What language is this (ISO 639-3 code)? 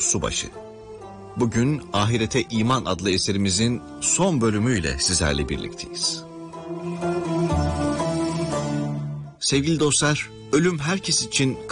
tur